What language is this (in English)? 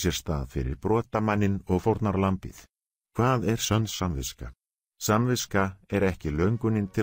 Icelandic